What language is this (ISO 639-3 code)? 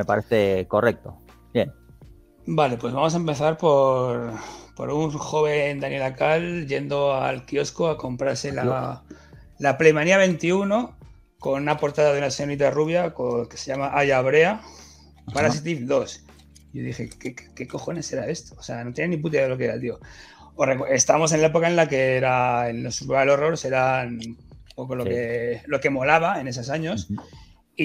spa